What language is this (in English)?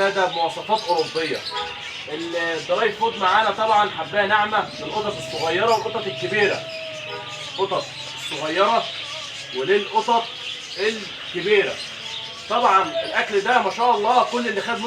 Egyptian Arabic